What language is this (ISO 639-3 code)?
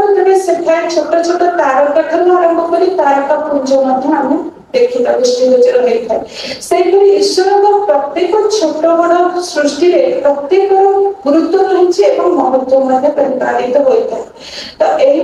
ori